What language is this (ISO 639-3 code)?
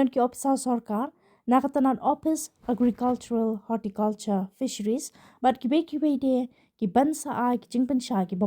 kha